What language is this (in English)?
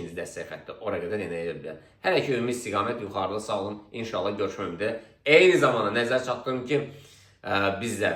Azerbaijani